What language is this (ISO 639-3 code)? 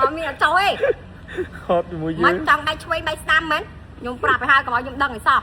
khm